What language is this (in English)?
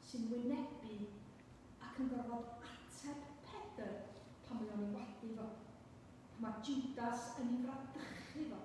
Welsh